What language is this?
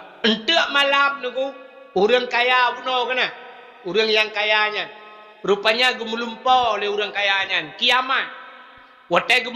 Achinese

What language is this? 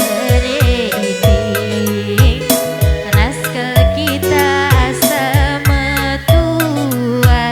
Batak Karo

